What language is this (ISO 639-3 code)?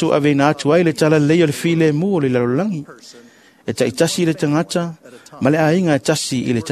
smo